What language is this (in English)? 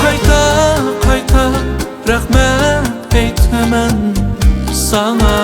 Uyghur